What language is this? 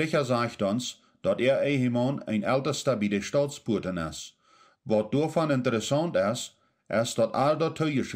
Plautdietsch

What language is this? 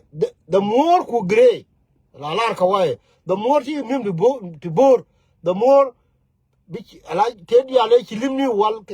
Nuer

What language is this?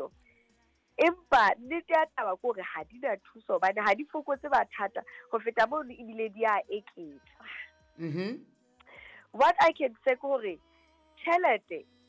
Southern Sotho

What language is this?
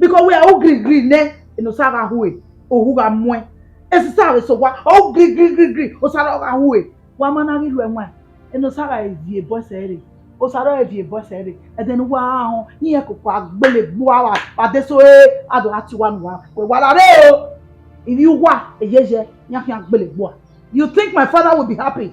Bini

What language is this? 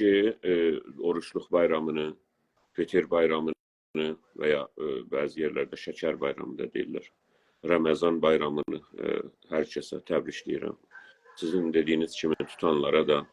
South Azerbaijani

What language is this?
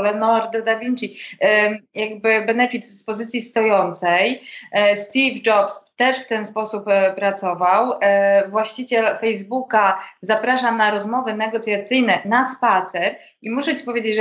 Polish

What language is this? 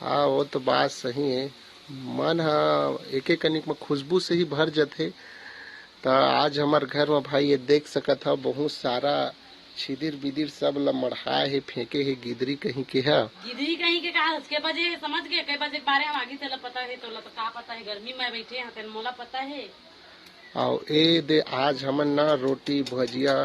Chhattisgarhi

